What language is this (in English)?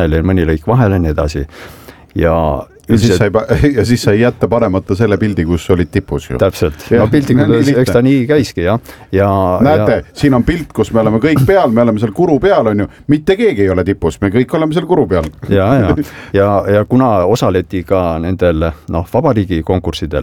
Estonian